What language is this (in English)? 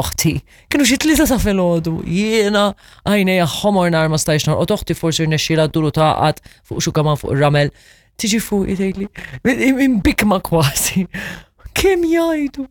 Maltese